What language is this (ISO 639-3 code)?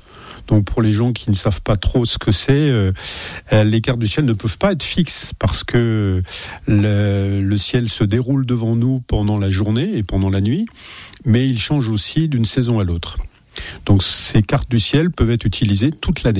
fra